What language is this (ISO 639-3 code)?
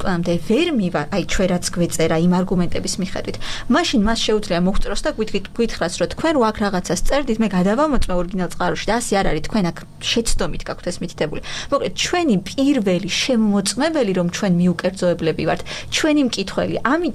kat